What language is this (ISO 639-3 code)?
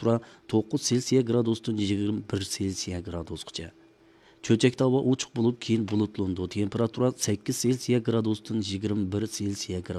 uig